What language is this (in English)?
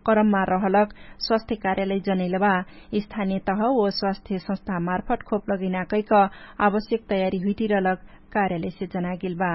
Dangaura Tharu